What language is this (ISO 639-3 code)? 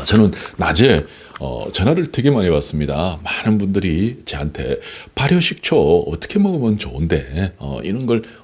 kor